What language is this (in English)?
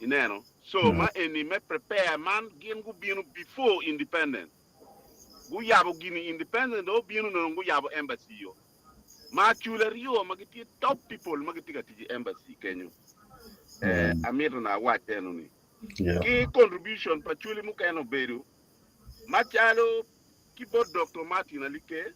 Acoli